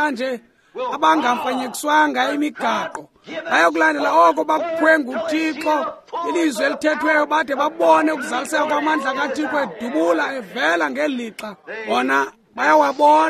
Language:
Xhosa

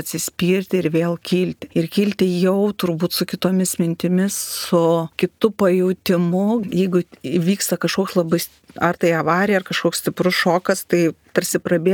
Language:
Lithuanian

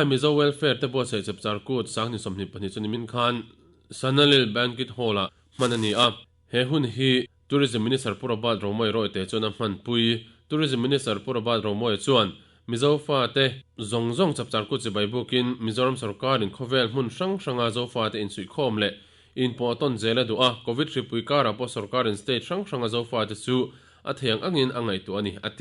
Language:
Mizo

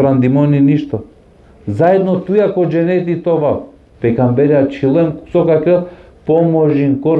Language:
Balkan Romani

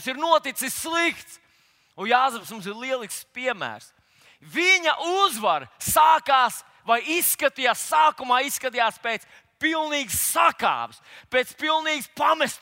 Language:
Latvian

